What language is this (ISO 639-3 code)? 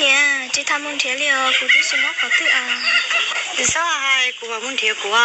hmn